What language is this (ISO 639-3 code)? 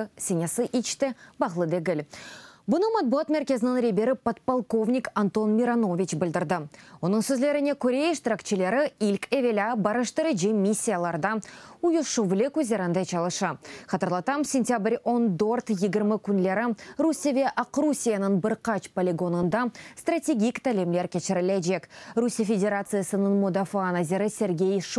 crh